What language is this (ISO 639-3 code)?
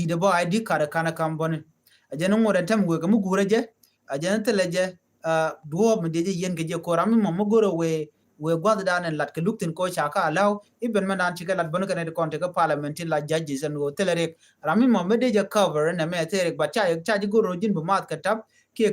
nus